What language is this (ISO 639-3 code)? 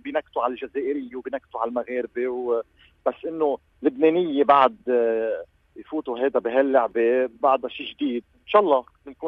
apc